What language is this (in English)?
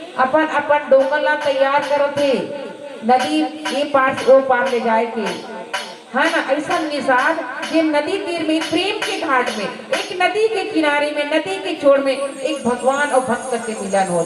Chhattisgarhi